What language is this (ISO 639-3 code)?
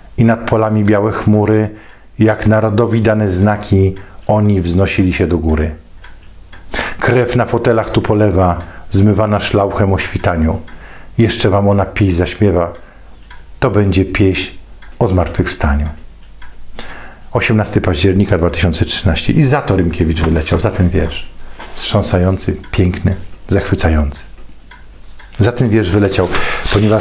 pol